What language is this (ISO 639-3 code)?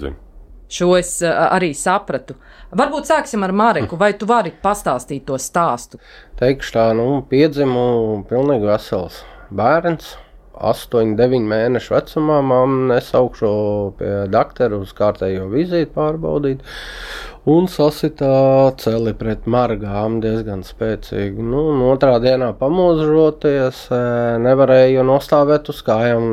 lav